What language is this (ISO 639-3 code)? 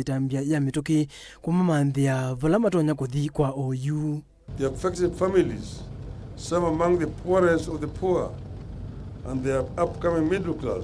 kam